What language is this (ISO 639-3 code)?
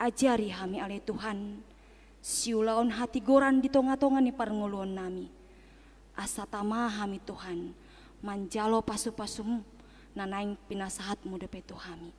bbc